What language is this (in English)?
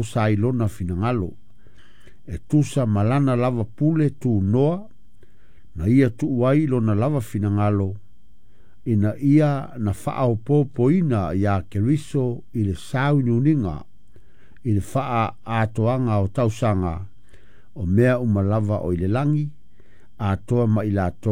Samoan